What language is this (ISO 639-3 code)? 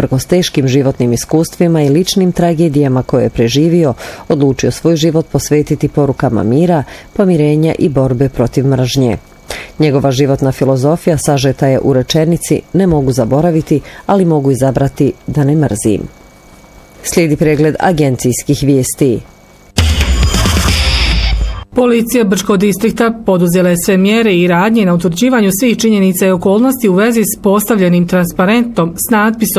bos